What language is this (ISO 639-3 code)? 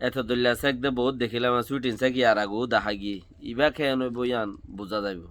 rhg